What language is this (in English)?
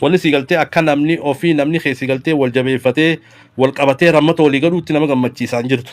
Oromo